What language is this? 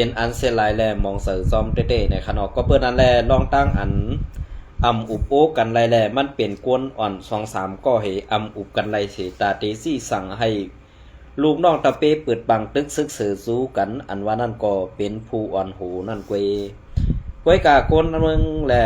Shan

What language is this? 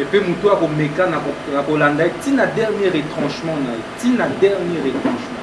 Lingala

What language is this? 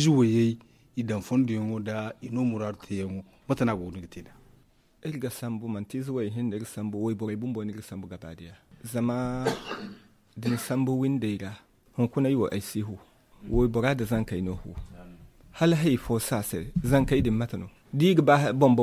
Zarma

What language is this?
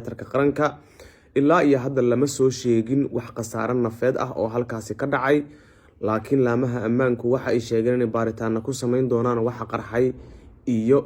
Somali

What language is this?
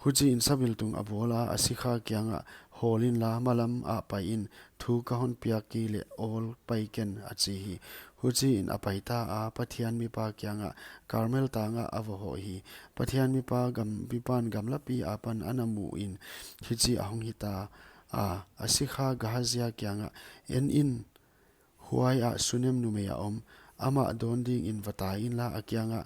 Paite Chin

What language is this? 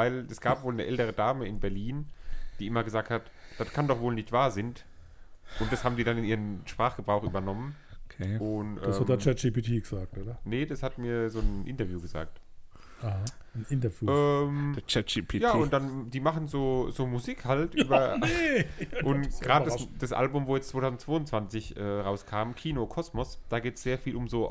German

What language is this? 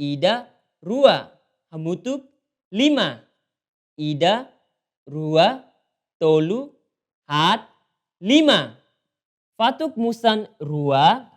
Tetum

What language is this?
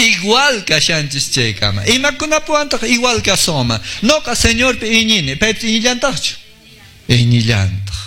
Quechua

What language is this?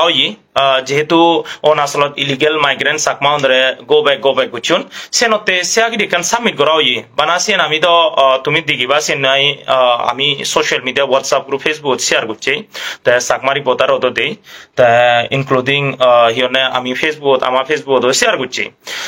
Chakma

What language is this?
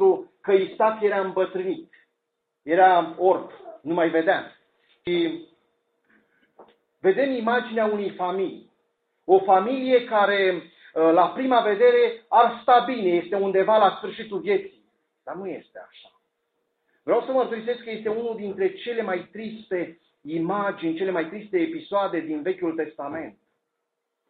Romanian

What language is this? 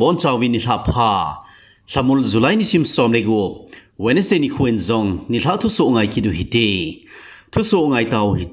Thado Chin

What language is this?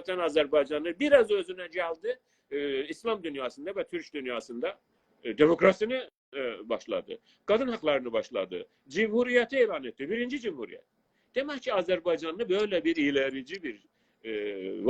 South Azerbaijani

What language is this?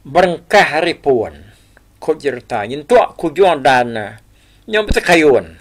Iban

